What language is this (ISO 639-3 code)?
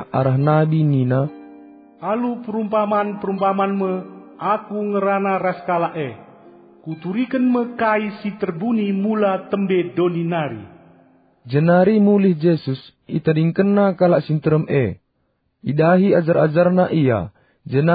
btx